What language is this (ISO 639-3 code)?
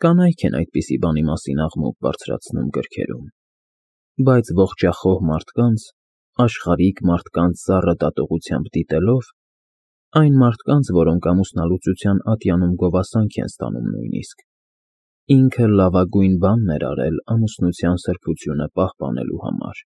hye